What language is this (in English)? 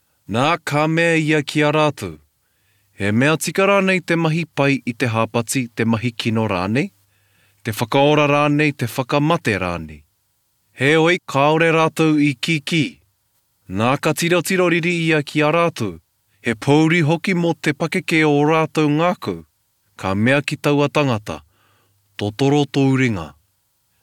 Māori